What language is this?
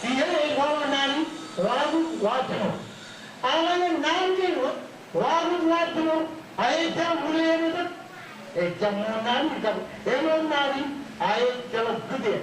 Marshallese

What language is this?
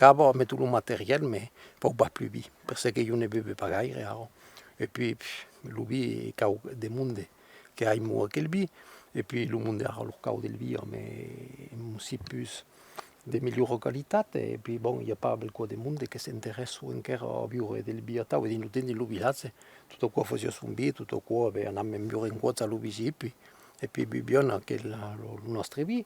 Occitan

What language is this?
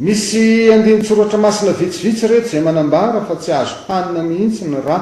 Malagasy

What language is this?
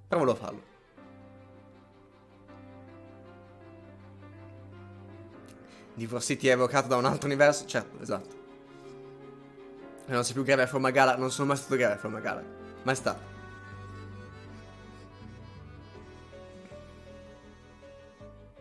Italian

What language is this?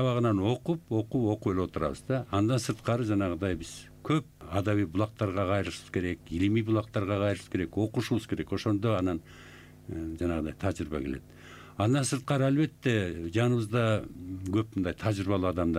Kyrgyz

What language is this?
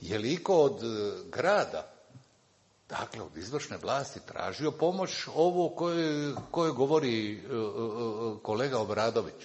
Croatian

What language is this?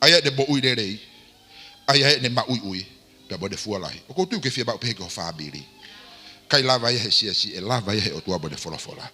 Tongan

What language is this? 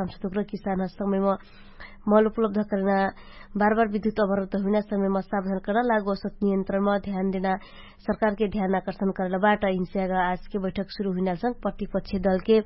Dangaura Tharu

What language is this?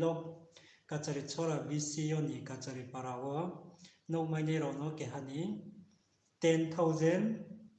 Riang (India)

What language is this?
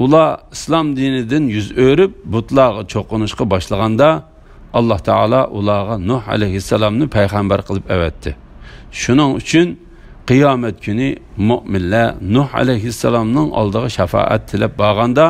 Uyghur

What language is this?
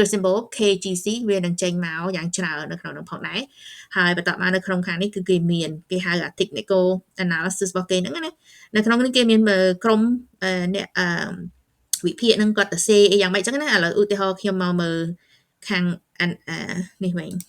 Khmer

